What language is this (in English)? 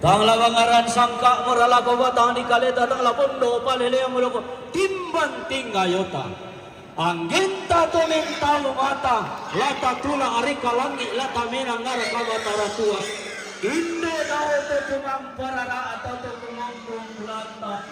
Toraja-Sa'dan